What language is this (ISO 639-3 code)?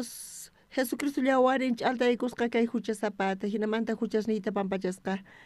quh